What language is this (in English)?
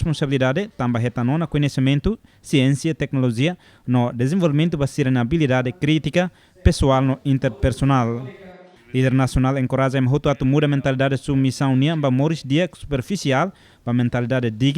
Tetum